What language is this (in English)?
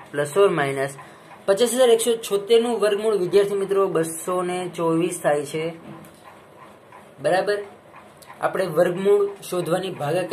Gujarati